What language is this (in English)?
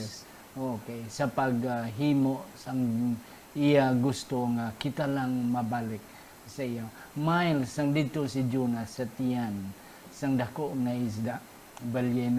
Hiligaynon